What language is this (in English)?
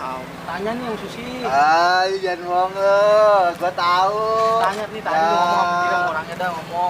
Betawi